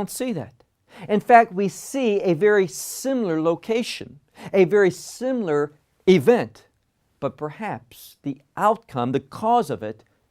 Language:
English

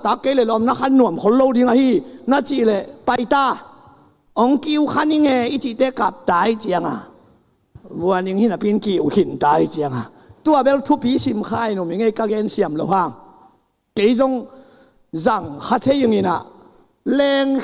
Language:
Tedim Chin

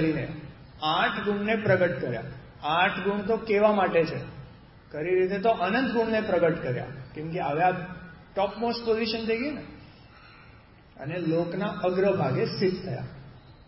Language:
Gujarati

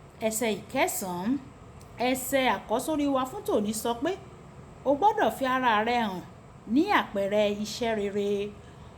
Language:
Yoruba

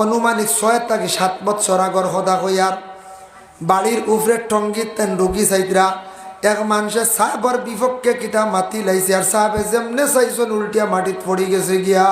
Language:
Sylheti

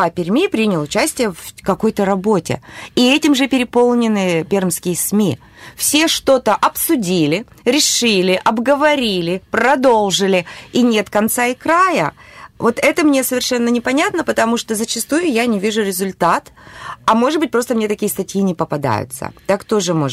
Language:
Russian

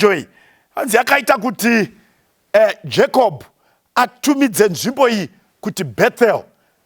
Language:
Shona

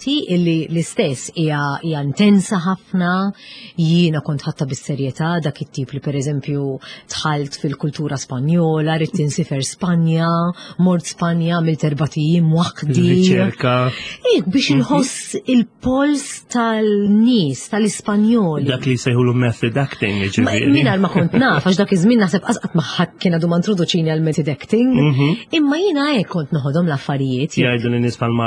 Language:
Maltese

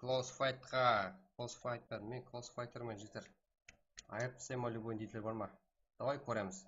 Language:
Kara-Kalpak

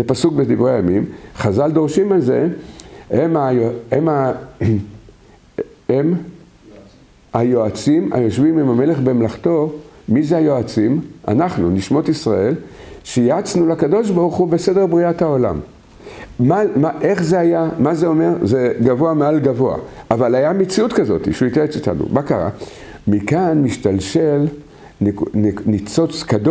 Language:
Hebrew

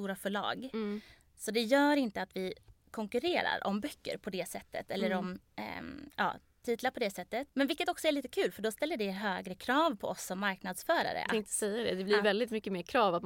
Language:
Swedish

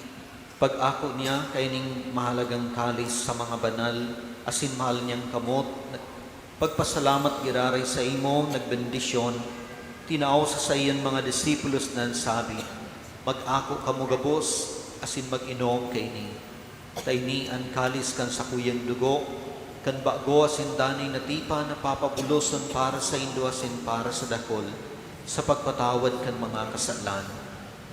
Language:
Bikol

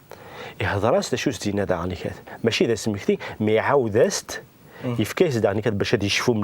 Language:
Kabyle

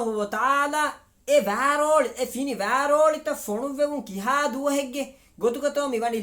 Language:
Divehi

